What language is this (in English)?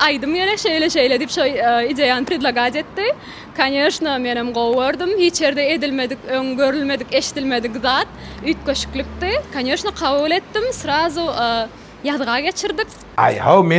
Turkmen